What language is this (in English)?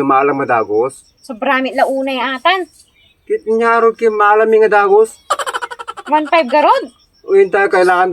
Iloko